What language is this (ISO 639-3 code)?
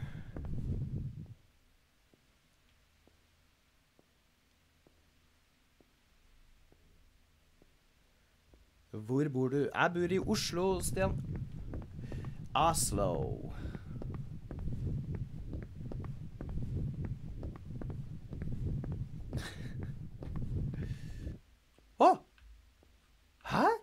nor